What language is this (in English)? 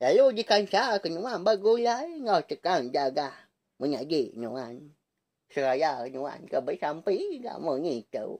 Iban